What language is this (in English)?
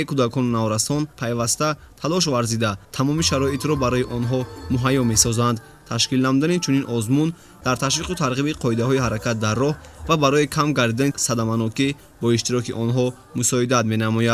Tajik